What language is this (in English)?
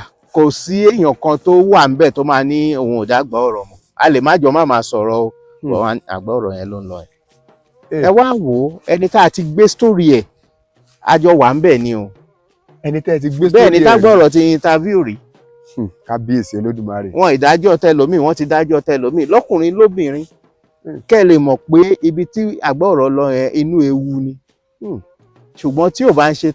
Yoruba